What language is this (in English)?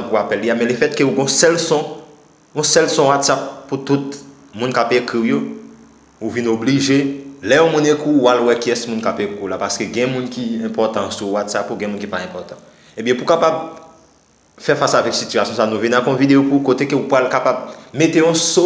Haitian Creole